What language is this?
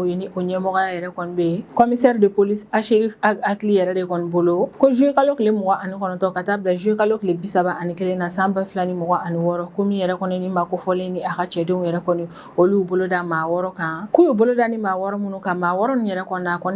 Bambara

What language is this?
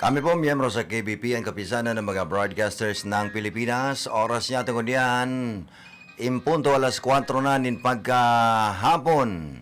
Bikol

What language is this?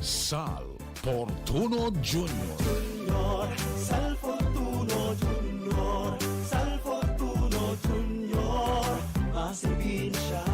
Bikol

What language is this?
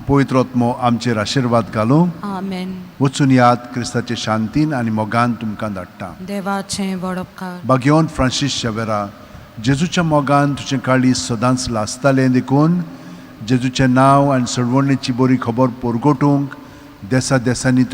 Konkani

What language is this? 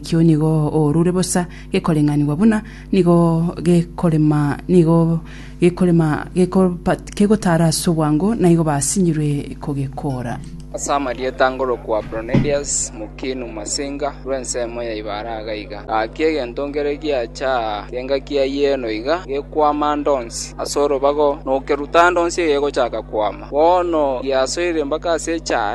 Gusii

